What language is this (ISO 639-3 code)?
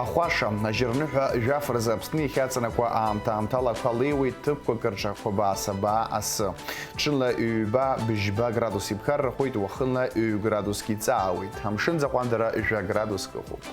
abk